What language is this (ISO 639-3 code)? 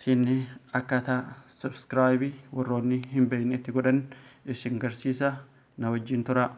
orm